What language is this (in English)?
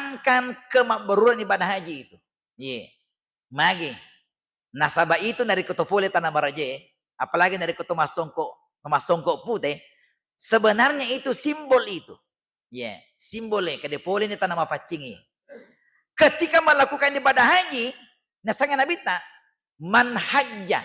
Buginese